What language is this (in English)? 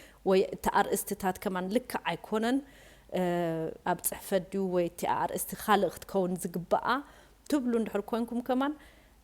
Tigrinya